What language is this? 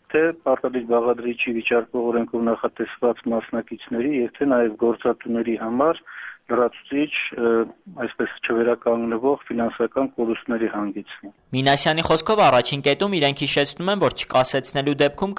Armenian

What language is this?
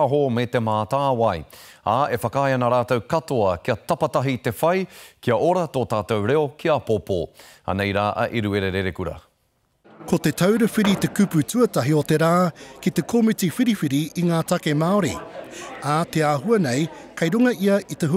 Māori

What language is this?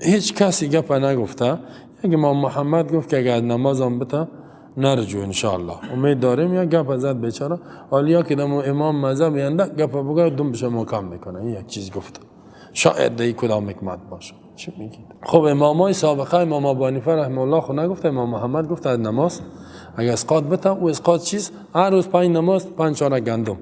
Persian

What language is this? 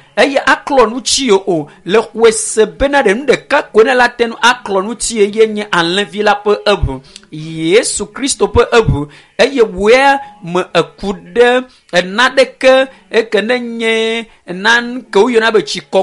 Ewe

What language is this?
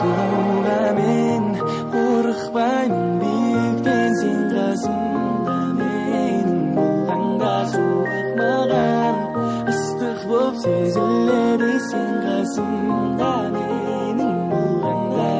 Kara-Kalpak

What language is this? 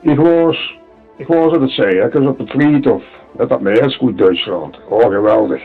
Limburgish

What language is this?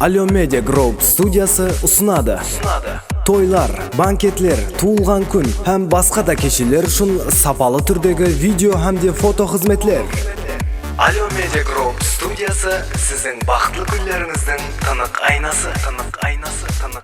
Kara-Kalpak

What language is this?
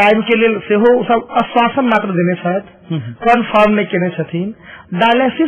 Maithili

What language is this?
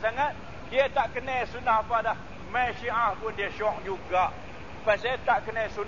Malay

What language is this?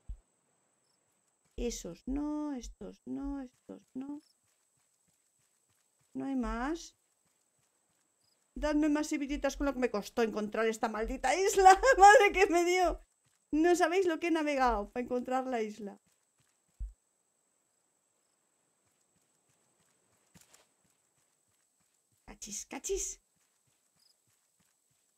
Spanish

